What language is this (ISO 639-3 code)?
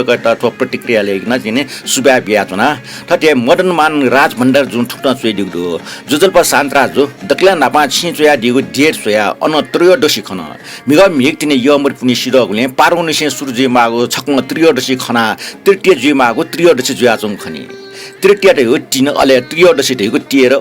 new